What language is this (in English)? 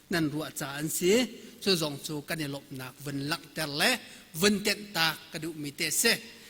Hakha Chin